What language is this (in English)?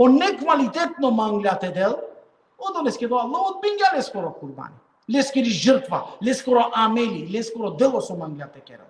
Balkan Romani